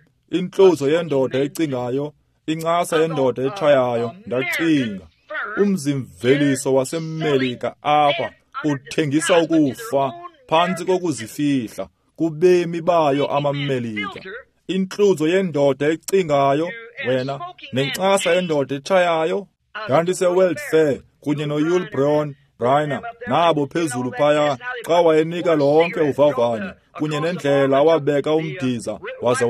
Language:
Xhosa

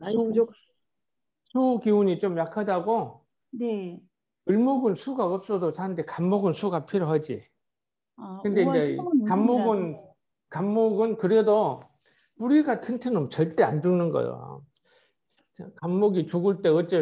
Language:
Korean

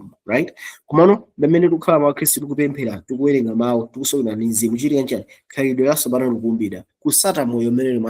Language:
Nyanja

